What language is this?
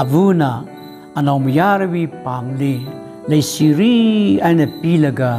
Tangkhul Naga (India)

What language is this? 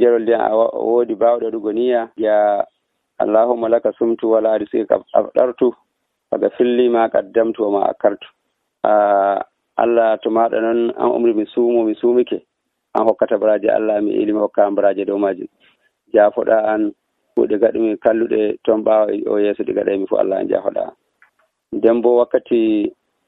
Nigerian Fulfulde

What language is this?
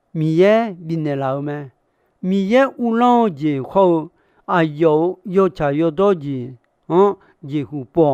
Akha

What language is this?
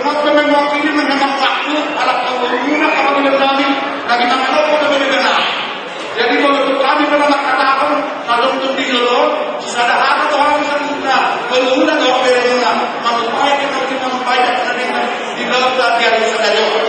Batak Toba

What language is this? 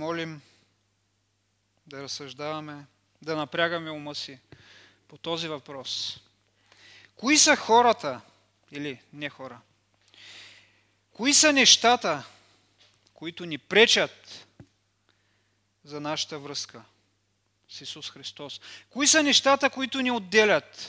Bulgarian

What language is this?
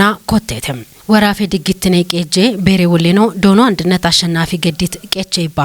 Kafa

